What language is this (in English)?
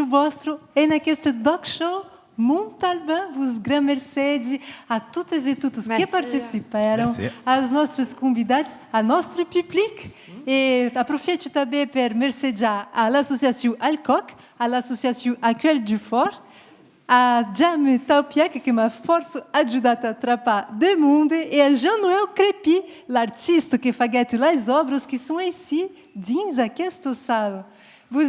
Occitan